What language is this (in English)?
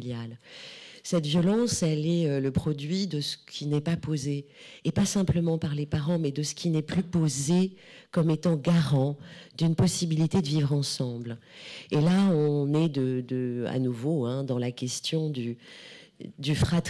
French